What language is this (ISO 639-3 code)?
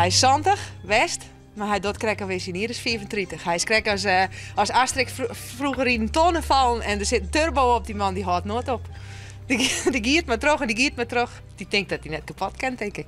fry